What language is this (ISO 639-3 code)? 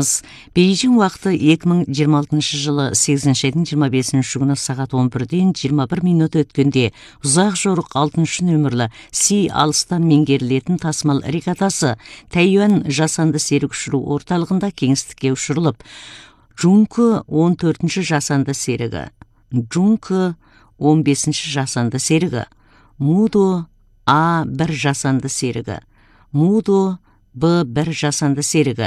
kaz